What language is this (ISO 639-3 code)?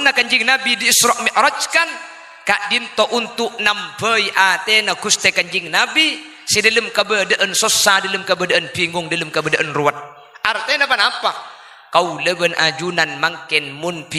mad